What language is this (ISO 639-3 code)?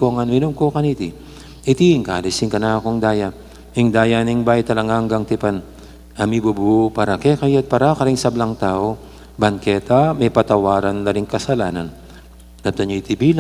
pam